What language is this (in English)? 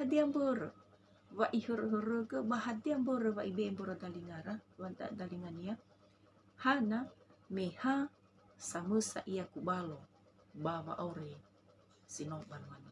Nias